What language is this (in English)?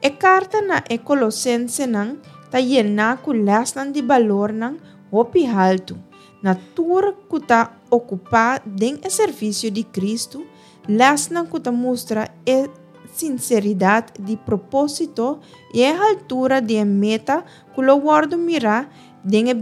Papiamento